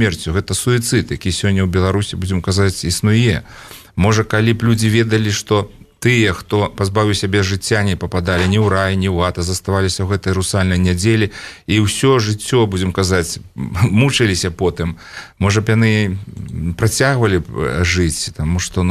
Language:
Belarusian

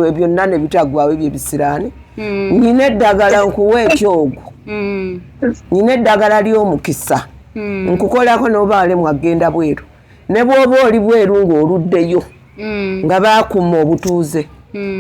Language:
Ganda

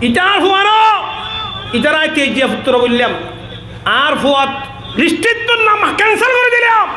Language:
Rohingya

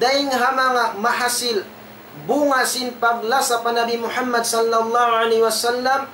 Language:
Tausug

